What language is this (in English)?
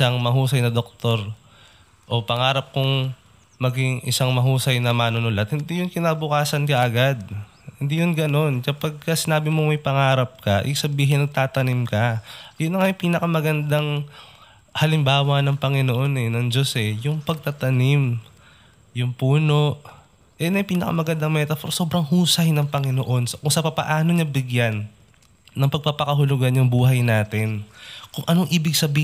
Filipino